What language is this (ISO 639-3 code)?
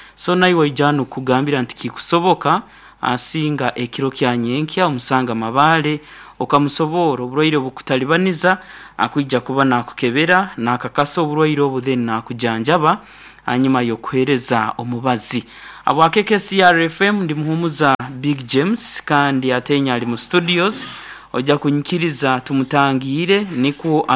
nyo